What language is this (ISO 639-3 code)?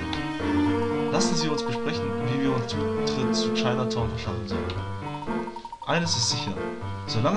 deu